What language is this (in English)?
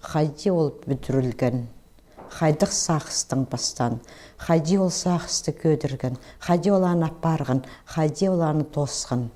Khakas